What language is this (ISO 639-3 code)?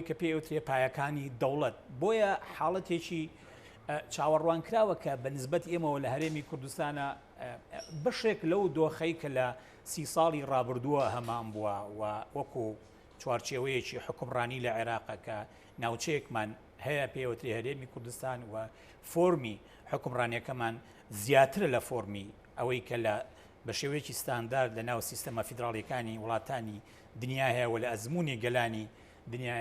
ckb